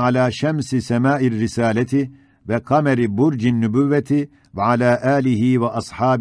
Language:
Ottoman Turkish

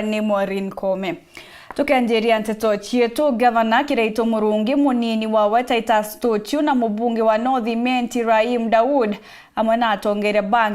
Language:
Meru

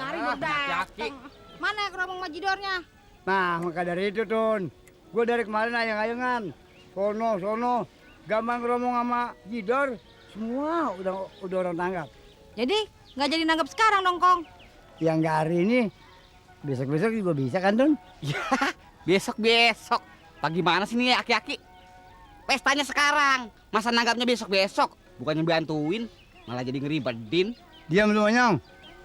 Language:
Betawi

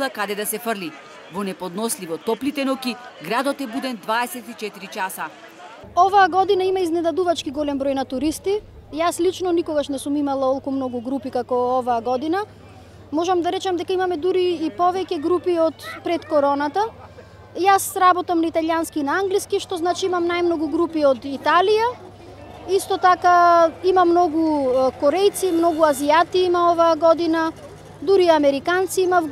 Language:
Macedonian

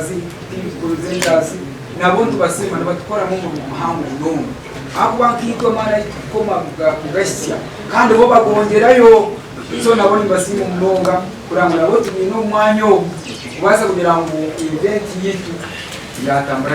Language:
Nyankole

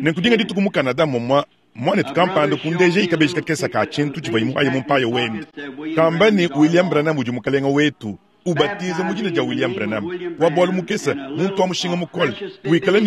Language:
Luba-Lulua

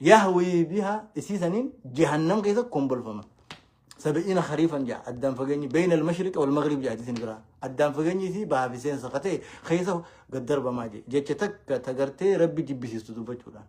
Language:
Oromo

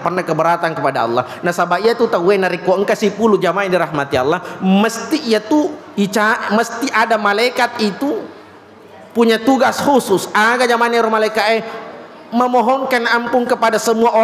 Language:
Buginese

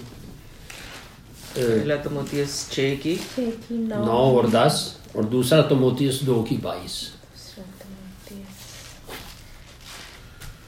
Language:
Urdu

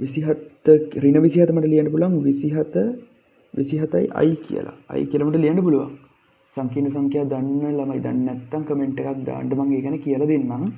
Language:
Sinhala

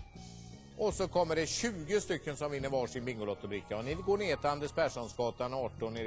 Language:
Swedish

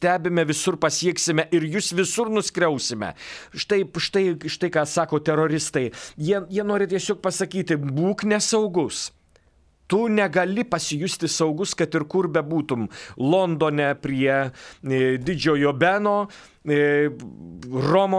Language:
Lithuanian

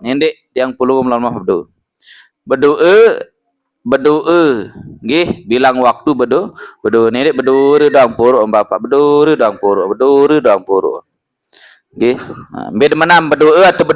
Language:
Sasak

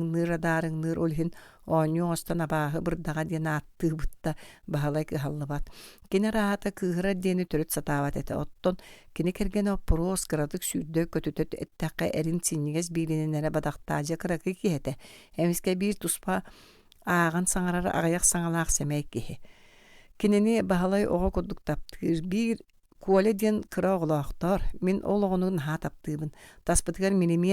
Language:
Yakut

